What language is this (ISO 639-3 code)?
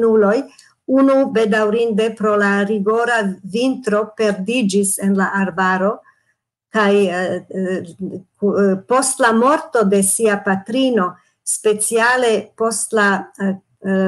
epo